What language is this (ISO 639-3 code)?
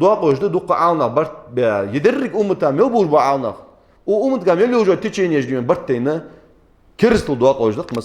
inh